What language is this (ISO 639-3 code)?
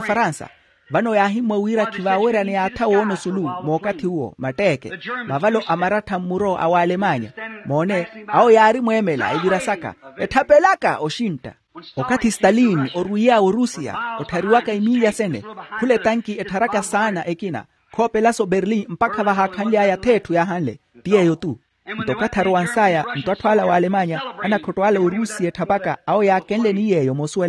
vmw